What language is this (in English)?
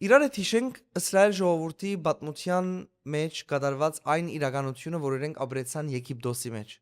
Western Armenian